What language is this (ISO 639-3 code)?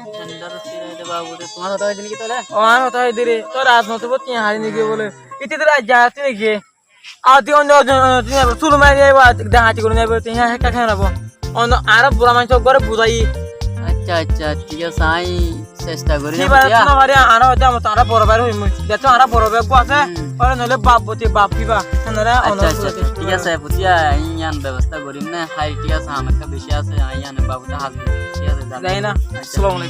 rhg